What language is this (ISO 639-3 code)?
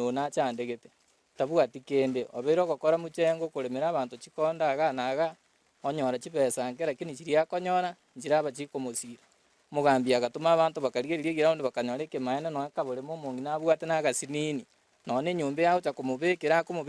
guz